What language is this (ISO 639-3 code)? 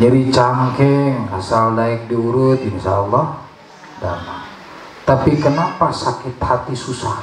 sun